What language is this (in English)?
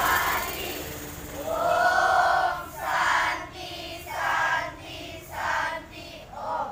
Balinese